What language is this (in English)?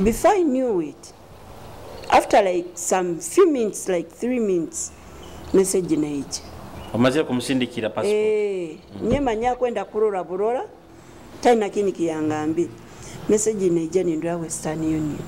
Nyoro